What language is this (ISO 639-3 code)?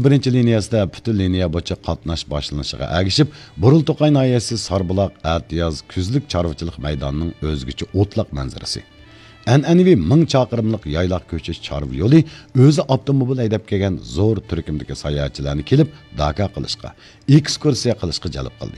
uig